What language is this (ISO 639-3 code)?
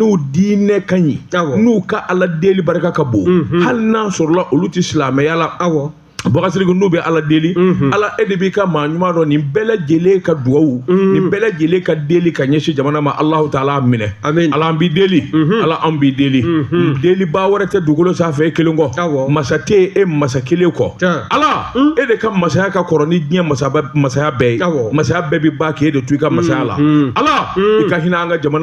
bam